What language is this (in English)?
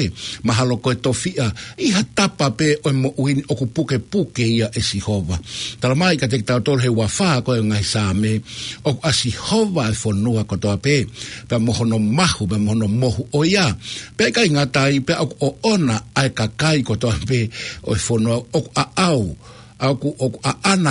Tongan